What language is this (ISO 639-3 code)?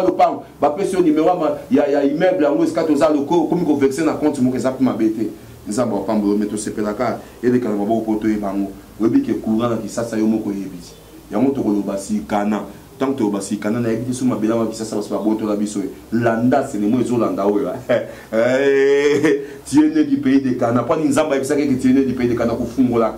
lin